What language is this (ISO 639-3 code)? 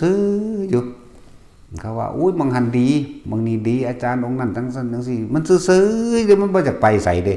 lao